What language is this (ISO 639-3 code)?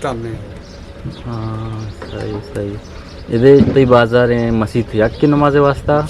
bgp